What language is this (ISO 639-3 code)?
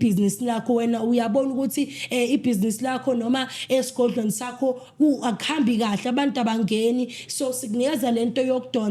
zul